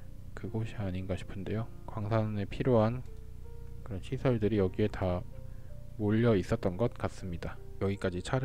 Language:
Korean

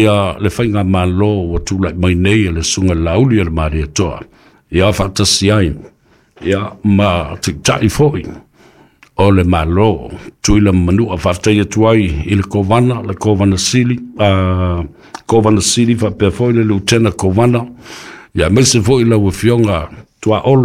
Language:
Samoan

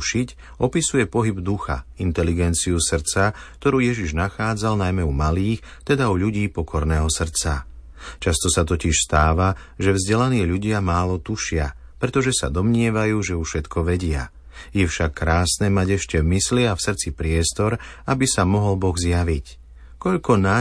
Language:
Slovak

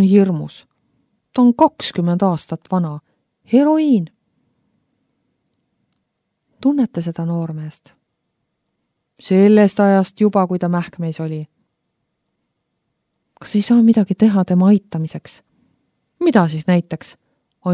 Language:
Estonian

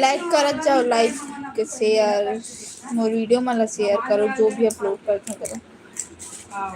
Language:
Chhattisgarhi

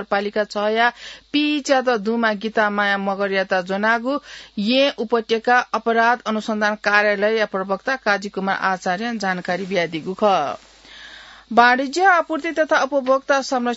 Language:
Newari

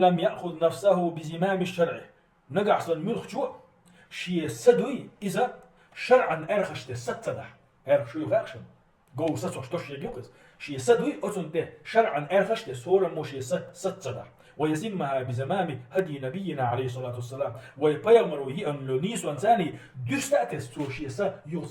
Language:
Chechen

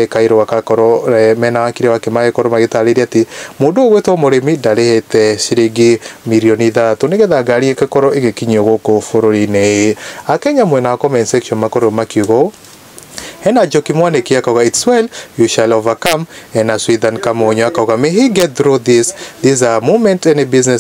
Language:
Kikuyu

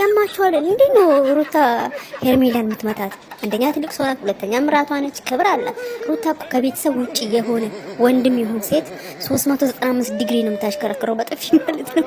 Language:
Amharic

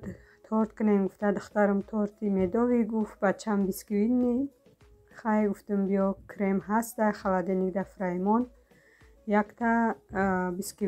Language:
Tajik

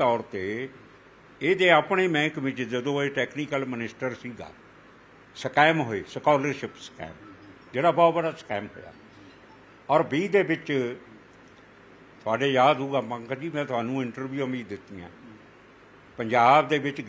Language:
Punjabi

